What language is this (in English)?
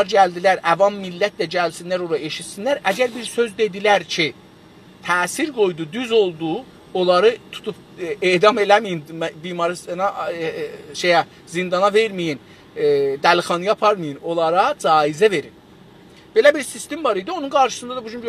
South Azerbaijani